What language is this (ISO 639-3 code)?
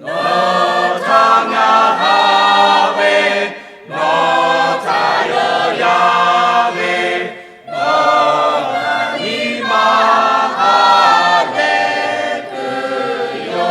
lhu